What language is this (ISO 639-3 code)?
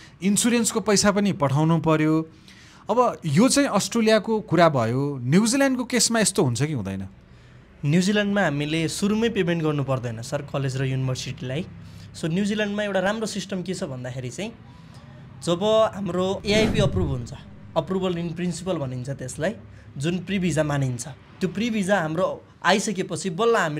nep